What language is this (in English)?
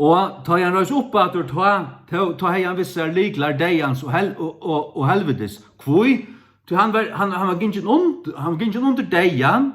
Faroese